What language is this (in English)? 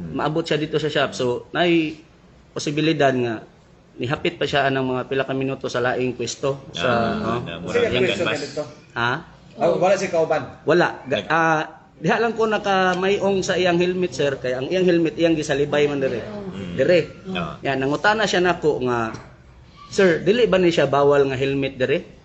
Cebuano